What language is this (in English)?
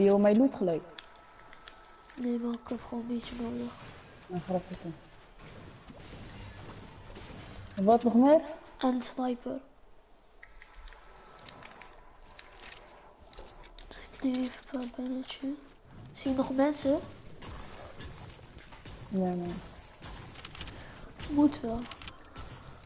Dutch